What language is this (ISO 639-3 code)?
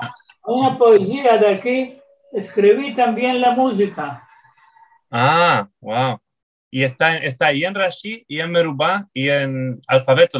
lad